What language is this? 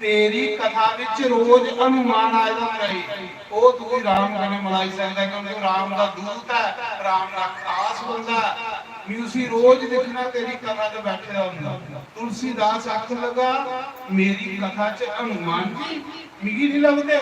Dogri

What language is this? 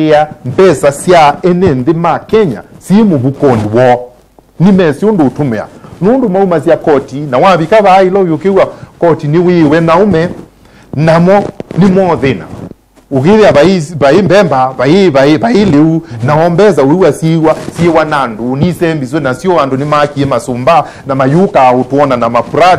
Kamba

